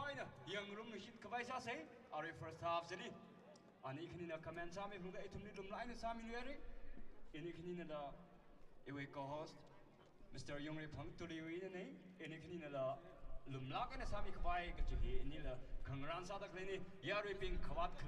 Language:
Tangkhul Naga (India)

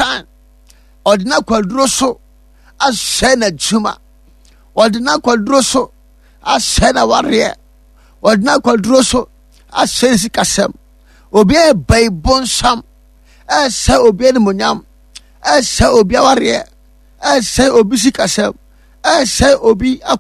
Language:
Akan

